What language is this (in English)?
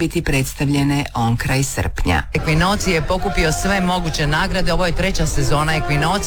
Croatian